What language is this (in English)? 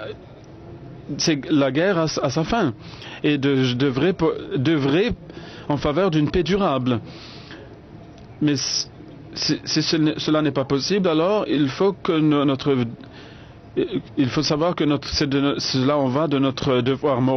French